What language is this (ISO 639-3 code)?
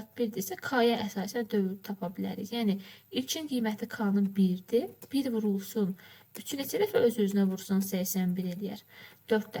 aze